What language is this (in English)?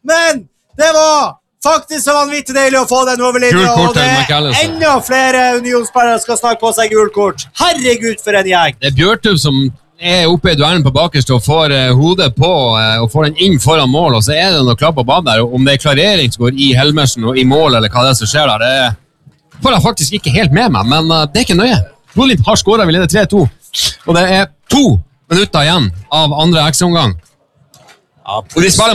Norwegian